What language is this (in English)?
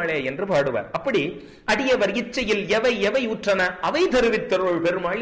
Tamil